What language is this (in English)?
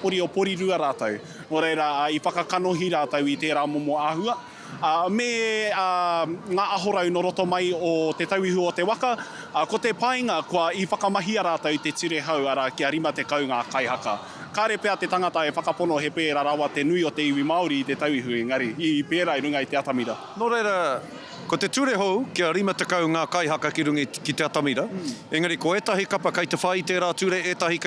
Māori